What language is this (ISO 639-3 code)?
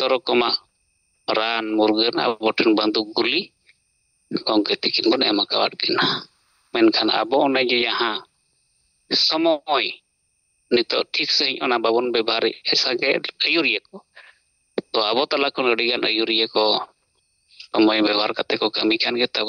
sat